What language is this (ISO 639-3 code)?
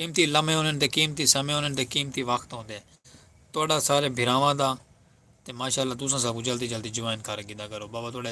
skr